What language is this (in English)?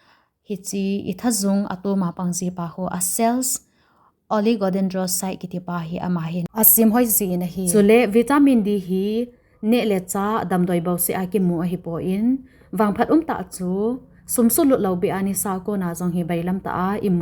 Thado Chin